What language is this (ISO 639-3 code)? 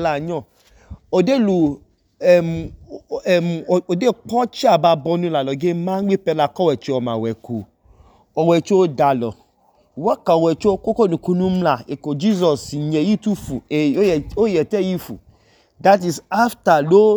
idu